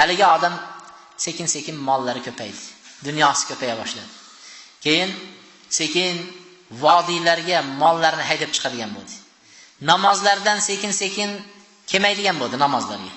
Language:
Uzbek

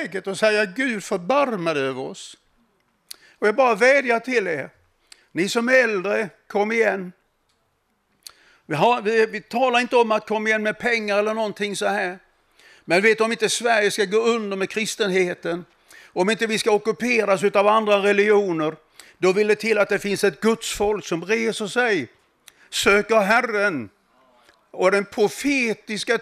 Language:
Swedish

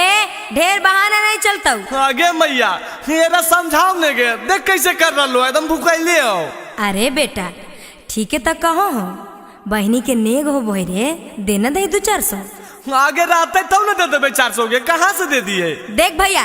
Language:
Magahi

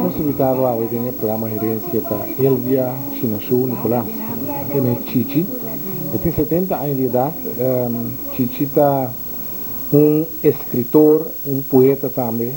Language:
Papiamento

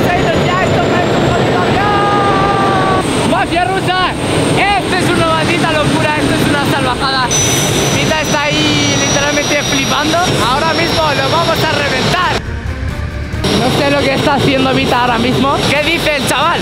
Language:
Spanish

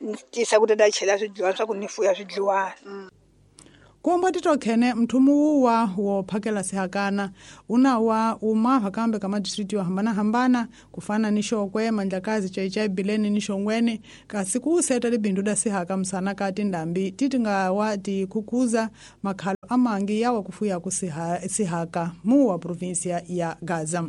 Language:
Tsonga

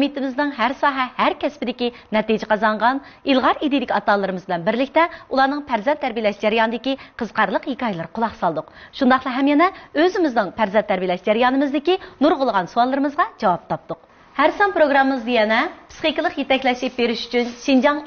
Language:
Uyghur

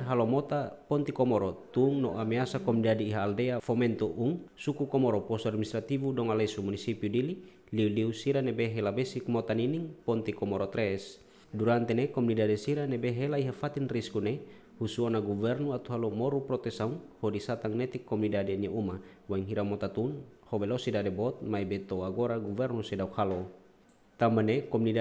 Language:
Tetum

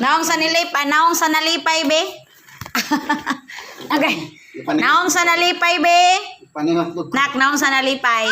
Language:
Cebuano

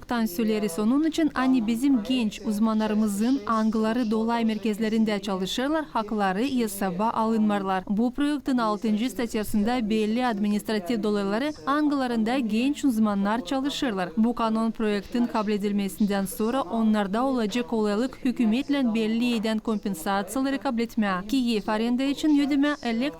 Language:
Gagauz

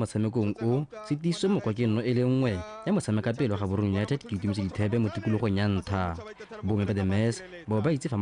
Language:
Tswana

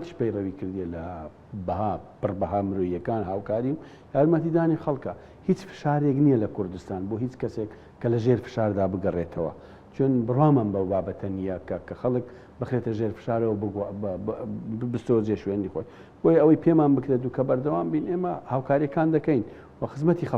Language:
Central Kurdish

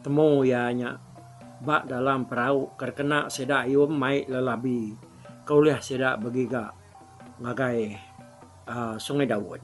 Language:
Iban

